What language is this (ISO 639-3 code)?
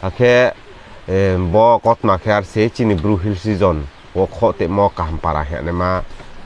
ria